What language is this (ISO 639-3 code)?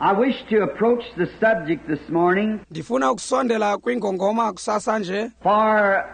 xho